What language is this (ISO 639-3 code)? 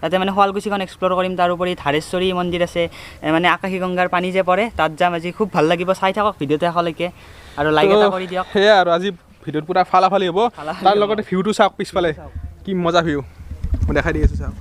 asm